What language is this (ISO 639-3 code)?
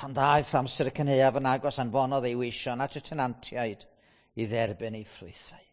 cym